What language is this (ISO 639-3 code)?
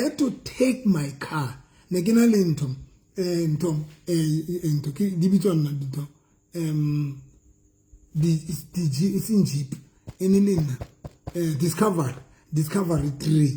sot